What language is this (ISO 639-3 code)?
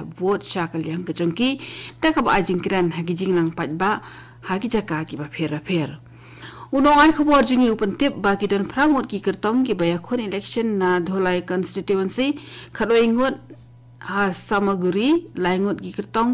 kha